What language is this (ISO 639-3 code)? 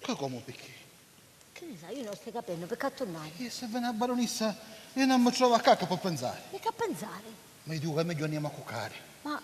scn